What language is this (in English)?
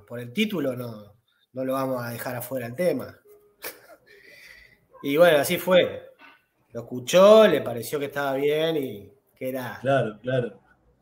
Spanish